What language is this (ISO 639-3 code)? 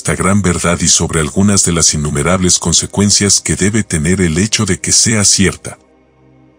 spa